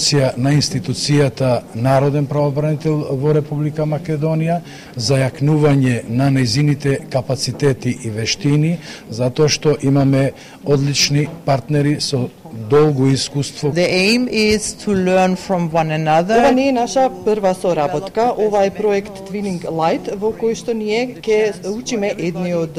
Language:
Macedonian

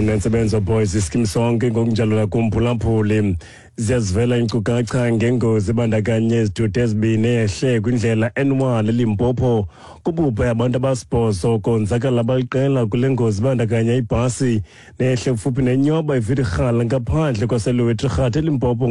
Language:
Xhosa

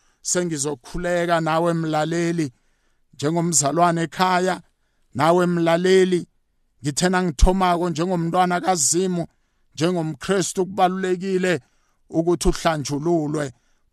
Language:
South Ndebele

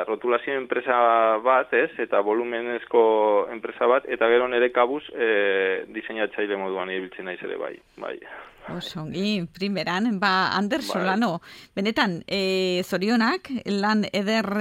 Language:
Basque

